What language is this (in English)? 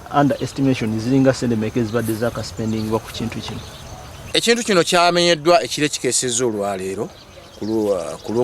Ganda